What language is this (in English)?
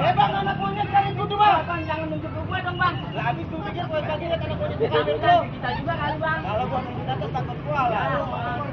Betawi